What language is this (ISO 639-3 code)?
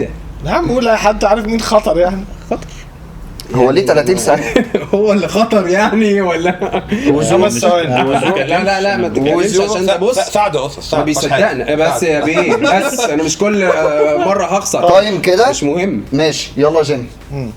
arz